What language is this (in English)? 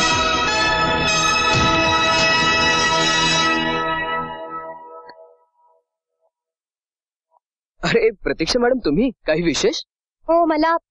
Marathi